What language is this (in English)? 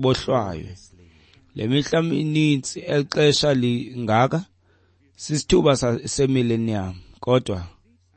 Xhosa